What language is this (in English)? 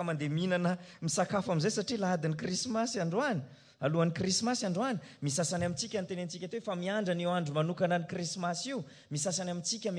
Malagasy